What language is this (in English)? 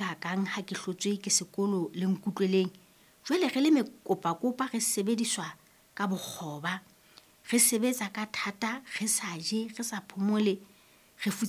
Southern Sotho